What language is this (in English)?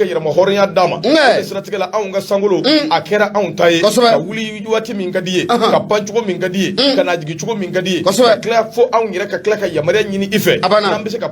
Bambara